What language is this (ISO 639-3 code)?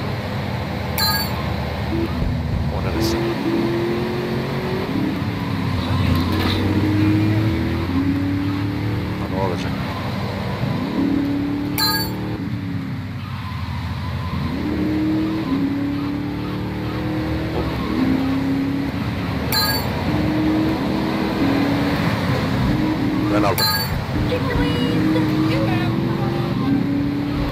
tur